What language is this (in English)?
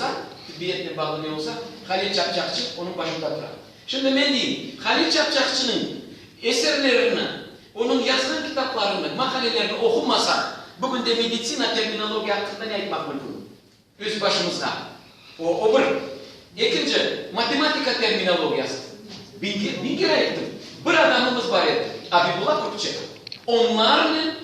Crimean Tatar